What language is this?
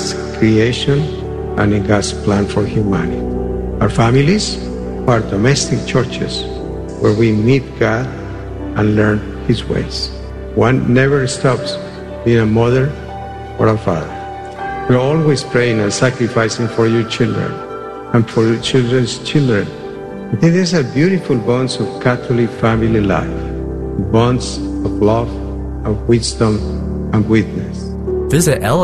English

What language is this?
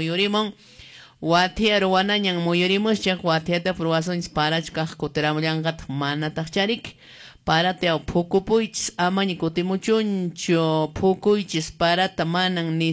Quechua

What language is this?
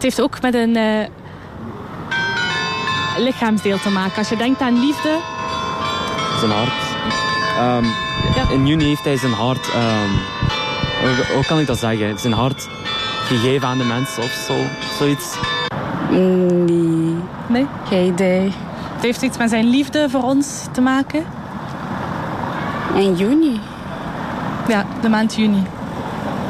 Dutch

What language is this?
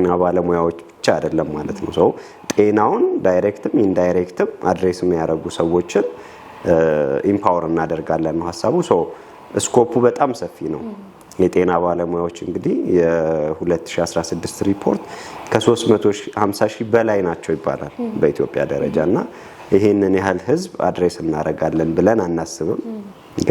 Amharic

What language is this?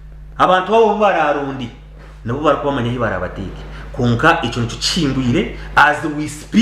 Nyankole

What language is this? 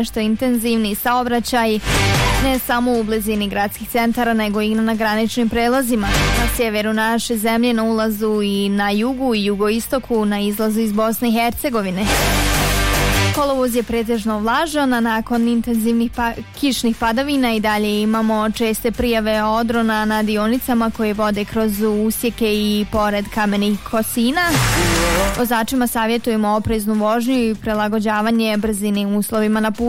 Bosnian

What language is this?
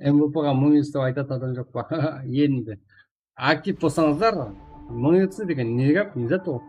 Kara-Kalpak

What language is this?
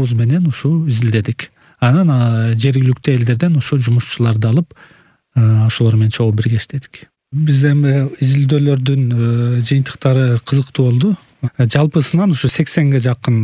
Kyrgyz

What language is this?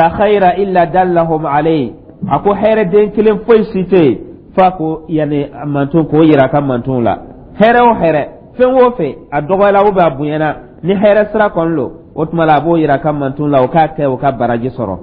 Dyula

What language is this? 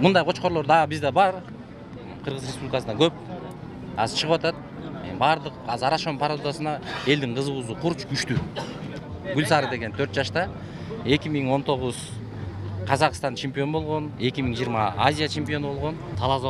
Kyrgyz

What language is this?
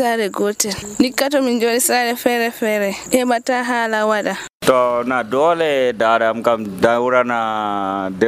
Nigerian Fulfulde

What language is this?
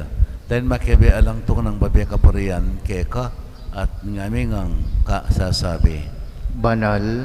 Pampanga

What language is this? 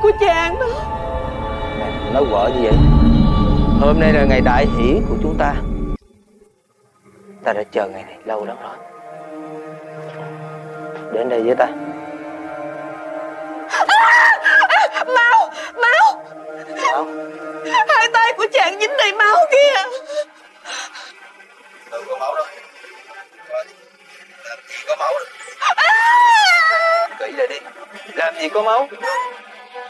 Vietnamese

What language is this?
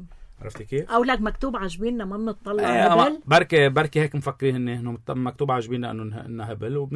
North Levantine Arabic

